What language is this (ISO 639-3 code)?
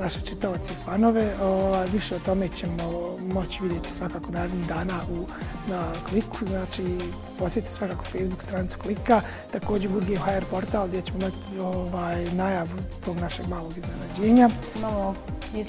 bos